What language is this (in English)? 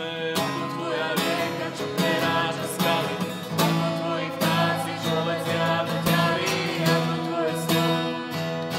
Slovak